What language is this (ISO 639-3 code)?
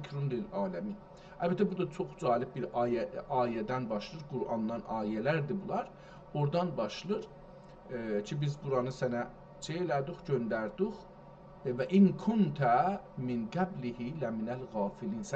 azb